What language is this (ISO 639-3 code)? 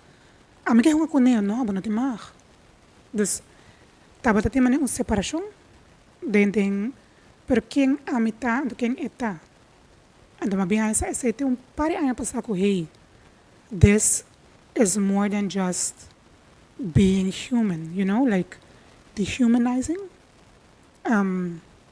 pap